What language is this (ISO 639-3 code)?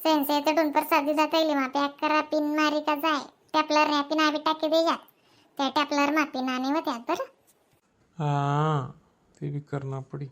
khn